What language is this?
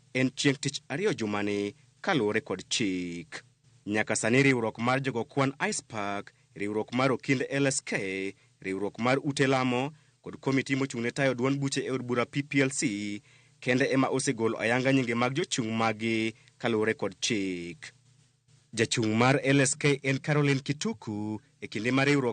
Luo (Kenya and Tanzania)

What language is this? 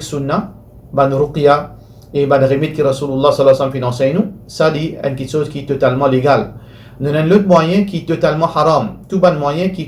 Morisyen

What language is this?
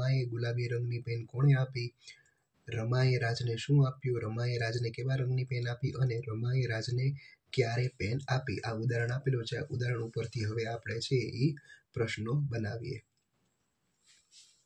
Gujarati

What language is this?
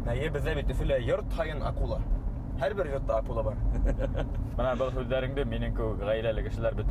Bashkir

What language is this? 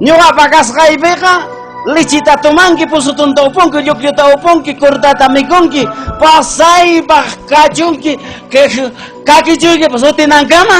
Ayacucho Quechua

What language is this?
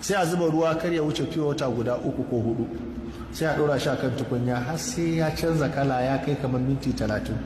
Hausa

